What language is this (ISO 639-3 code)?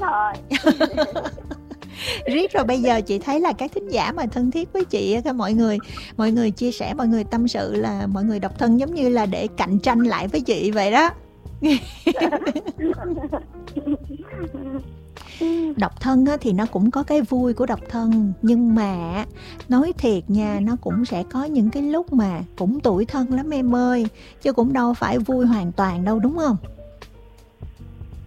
vie